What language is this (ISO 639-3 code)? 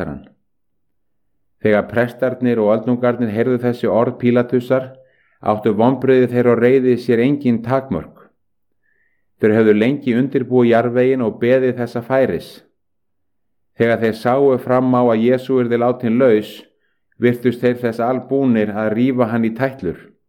isl